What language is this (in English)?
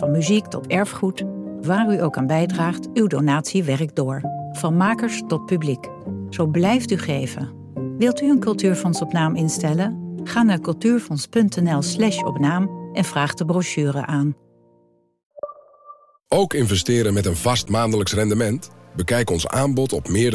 Dutch